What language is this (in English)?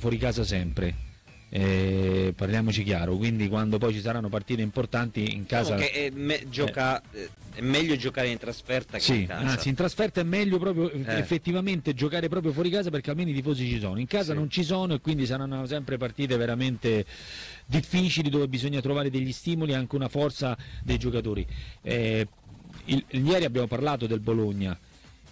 Italian